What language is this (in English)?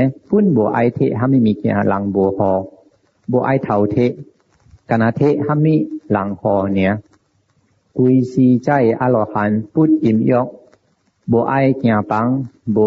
Min Nan Chinese